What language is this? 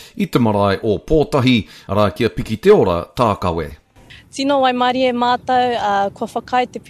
Māori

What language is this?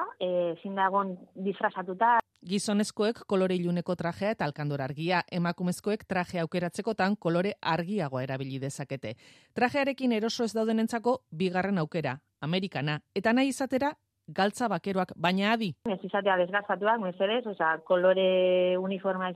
Basque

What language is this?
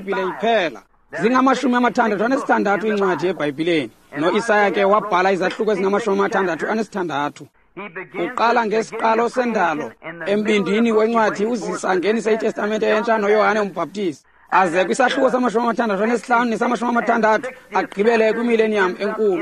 Xhosa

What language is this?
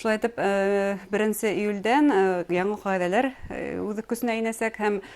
Bashkir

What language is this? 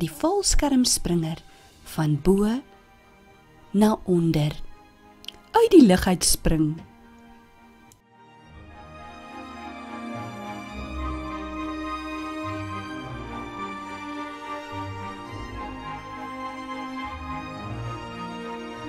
Afrikaans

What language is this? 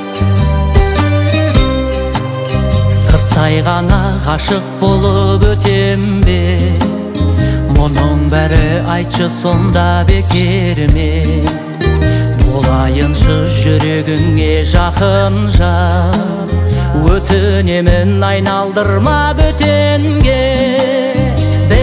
Kazakh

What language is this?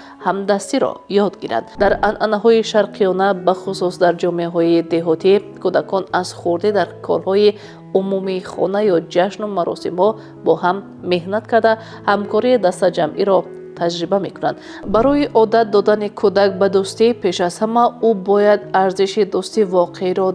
Tajik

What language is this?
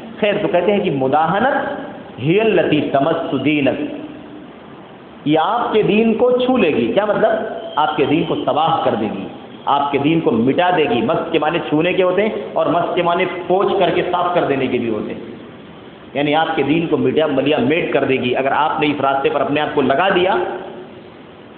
Urdu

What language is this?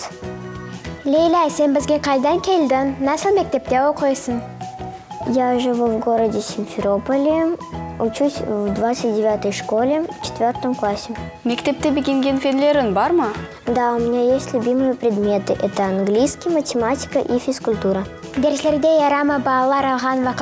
Crimean Tatar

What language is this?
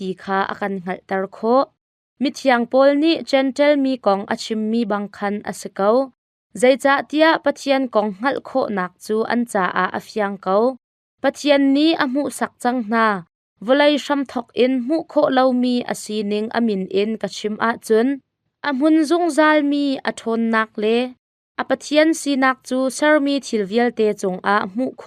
Hakha Chin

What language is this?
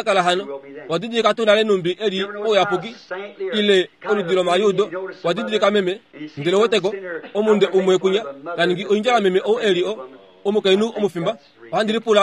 Kuanyama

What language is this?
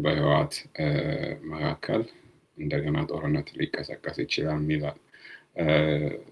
Amharic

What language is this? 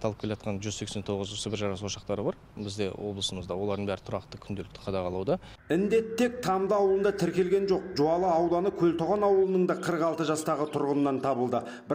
Kazakh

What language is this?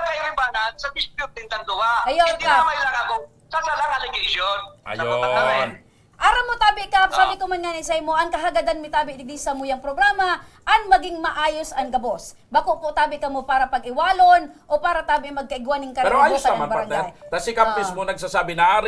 Bikol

